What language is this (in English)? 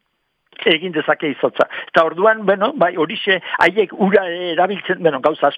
Basque